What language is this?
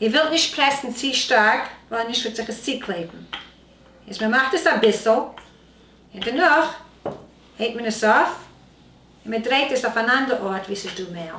Yiddish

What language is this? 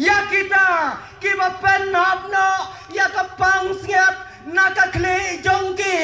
Khasi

